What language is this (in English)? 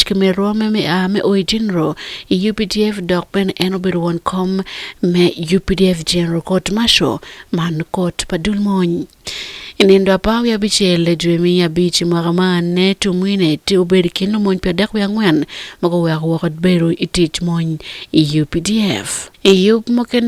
Acoli